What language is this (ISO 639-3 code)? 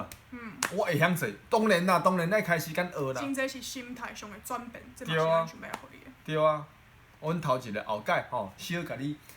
nan